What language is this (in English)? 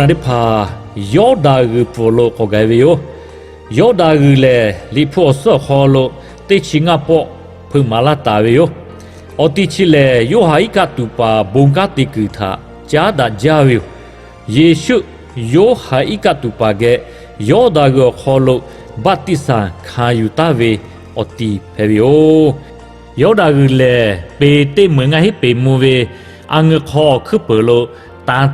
Lahu